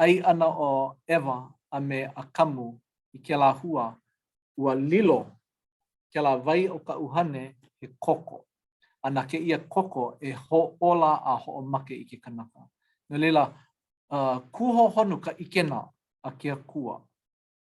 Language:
Hawaiian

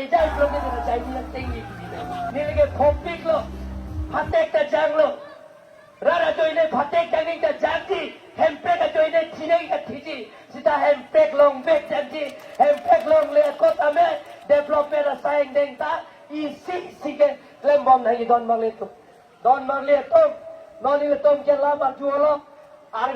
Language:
Karbi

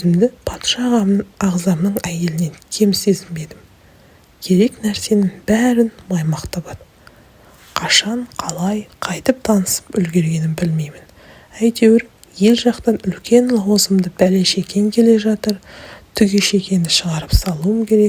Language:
Kazakh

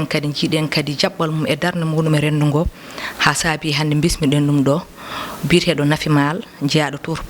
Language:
Fula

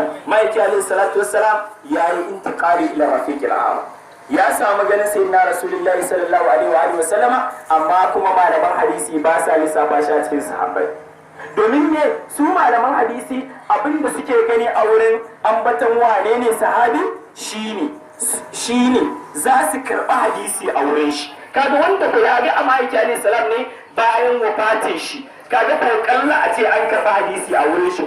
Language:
Hausa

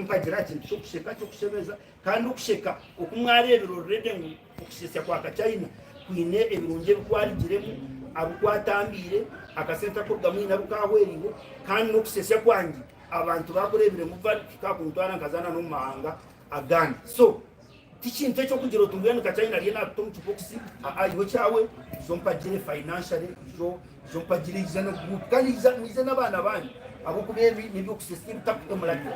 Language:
Nyankole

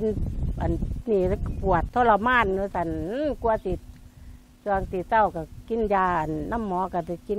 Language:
Lao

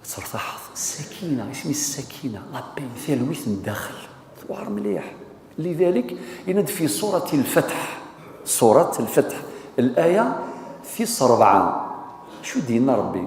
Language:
Kabyle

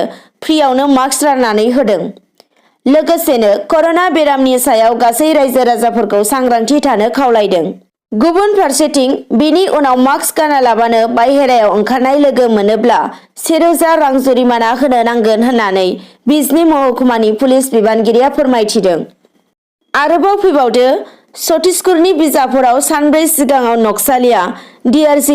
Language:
Bodo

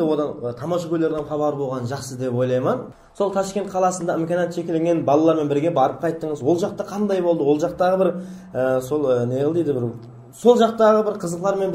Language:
Kara-Kalpak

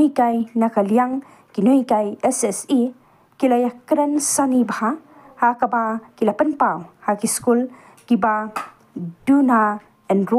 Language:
Khasi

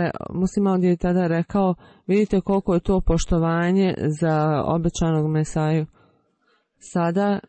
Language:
Bosnian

